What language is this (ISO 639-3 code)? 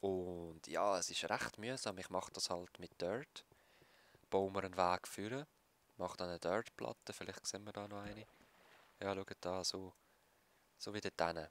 gsw